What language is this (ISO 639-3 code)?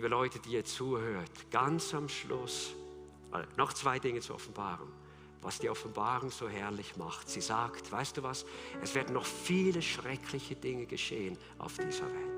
gsw